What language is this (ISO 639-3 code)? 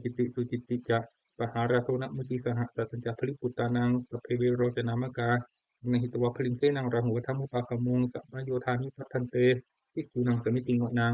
pli